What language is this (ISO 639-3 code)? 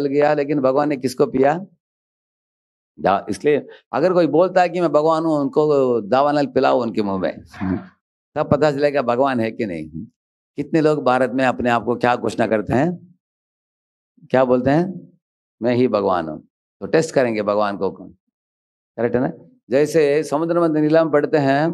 hin